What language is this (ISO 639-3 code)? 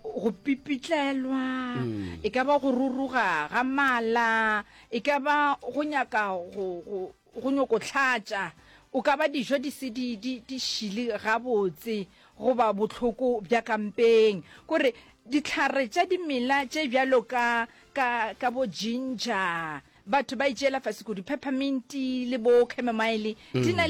nso